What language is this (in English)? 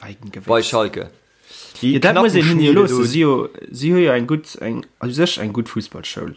Luxembourgish